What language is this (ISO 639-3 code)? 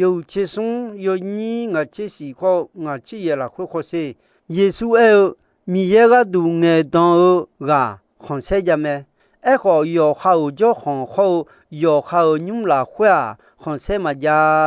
ahk